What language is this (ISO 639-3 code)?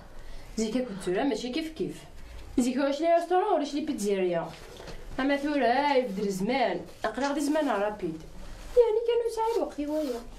kab